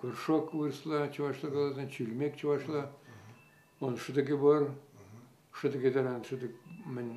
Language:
Chuvash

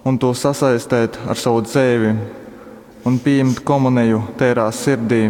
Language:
Latgalian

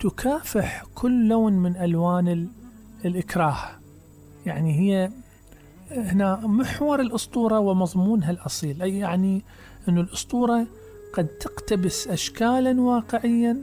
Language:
Mesopotamian Arabic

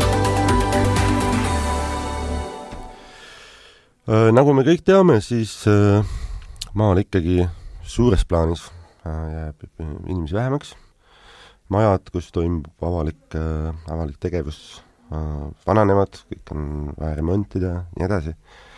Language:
Estonian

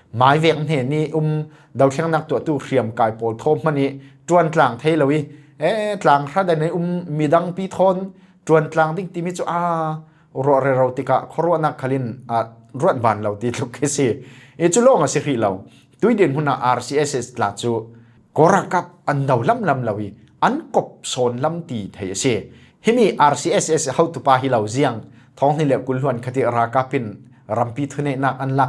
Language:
Falam Chin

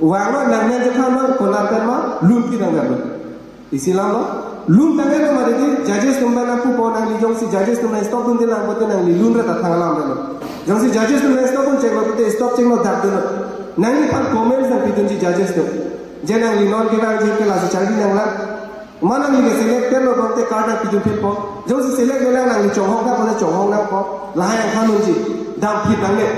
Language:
Karbi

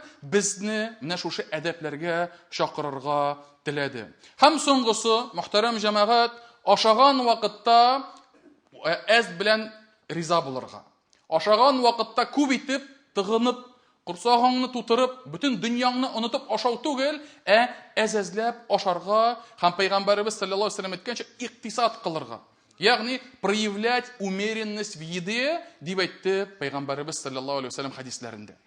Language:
Tatar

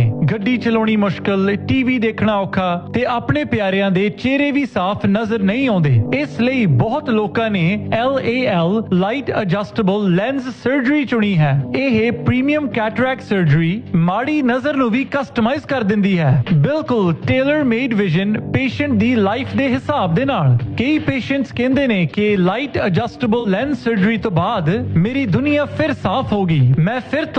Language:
Punjabi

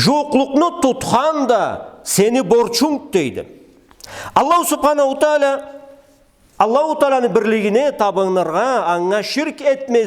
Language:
Karachay-Balkar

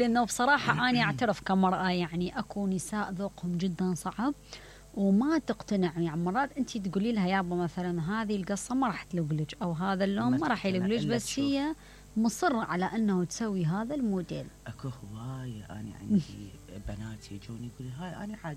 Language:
Mesopotamian Arabic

